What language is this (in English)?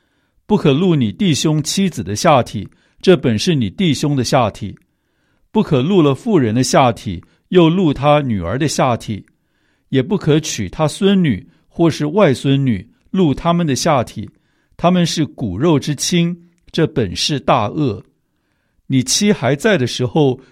Chinese